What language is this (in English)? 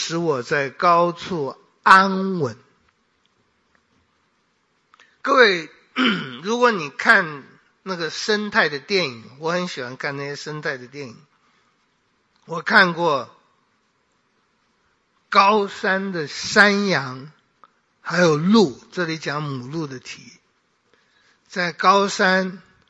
Chinese